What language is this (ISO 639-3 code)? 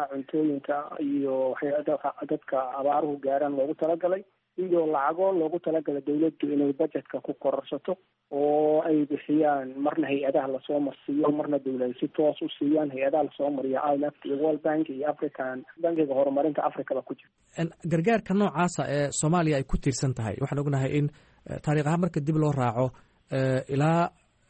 som